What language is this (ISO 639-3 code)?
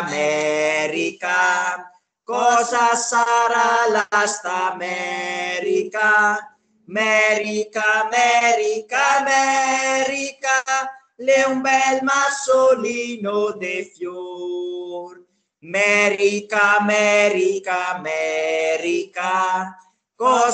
por